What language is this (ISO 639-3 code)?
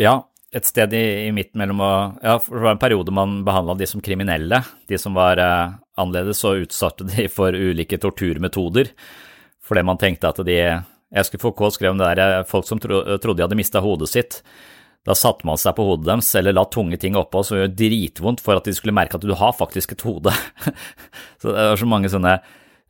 nor